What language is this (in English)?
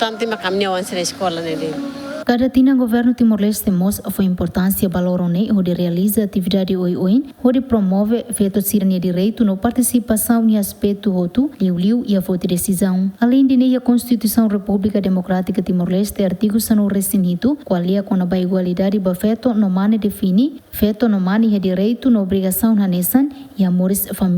Tetum